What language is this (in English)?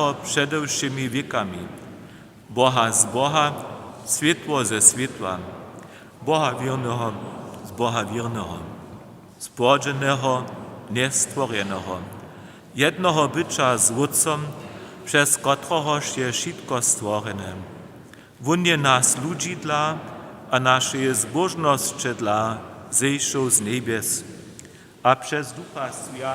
Upper Sorbian